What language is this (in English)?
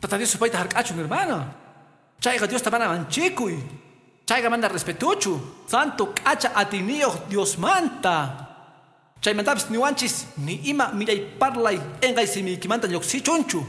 Quechua